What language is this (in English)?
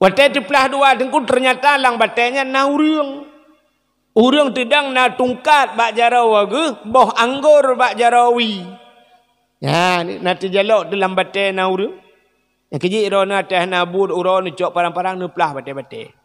Achinese